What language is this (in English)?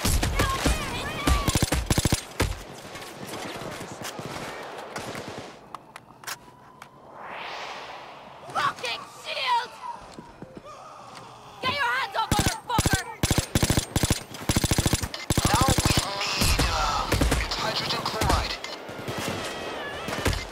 English